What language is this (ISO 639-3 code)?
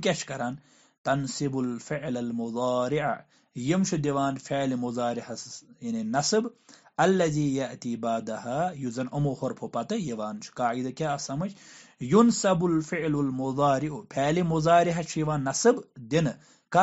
kas